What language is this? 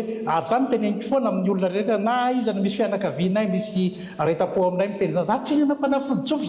Malagasy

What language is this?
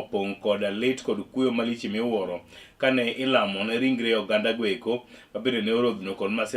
Luo (Kenya and Tanzania)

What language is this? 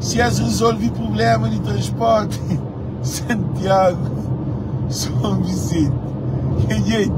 Kabuverdianu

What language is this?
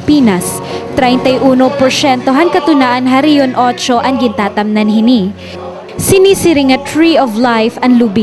Waray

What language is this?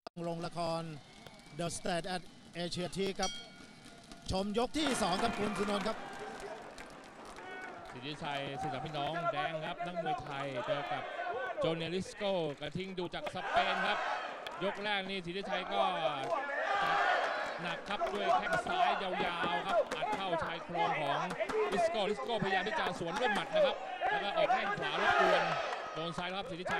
Thai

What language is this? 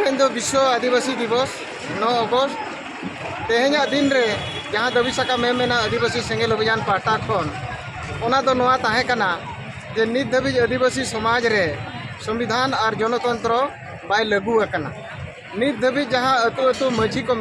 Santali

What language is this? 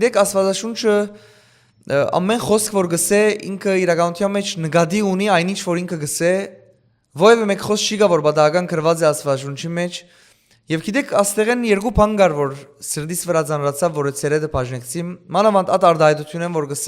Western Armenian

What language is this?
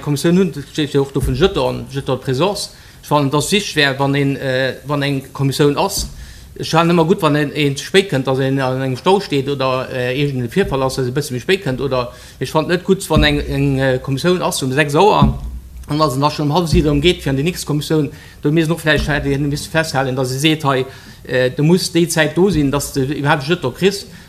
Luxembourgish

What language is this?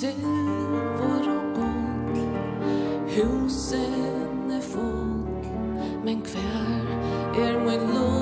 Faroese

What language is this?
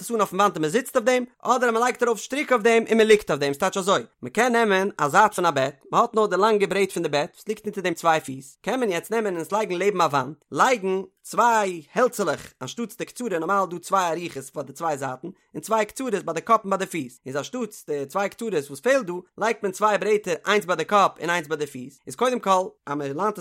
Yiddish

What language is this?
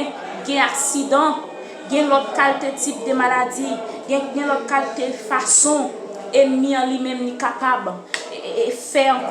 Haitian Creole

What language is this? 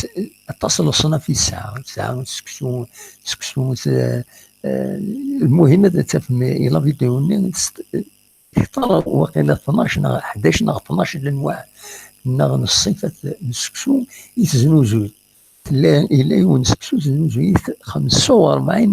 Kabyle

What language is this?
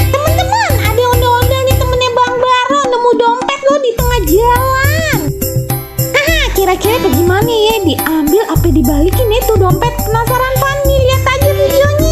Betawi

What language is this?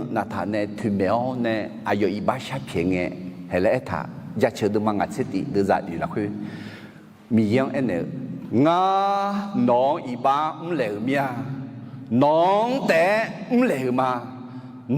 Akha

